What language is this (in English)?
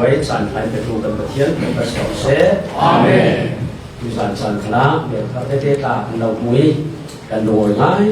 Falam Chin